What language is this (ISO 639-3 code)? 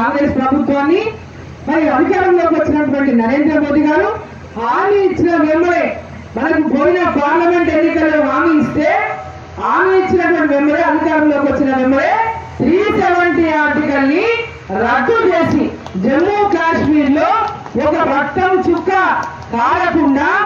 tel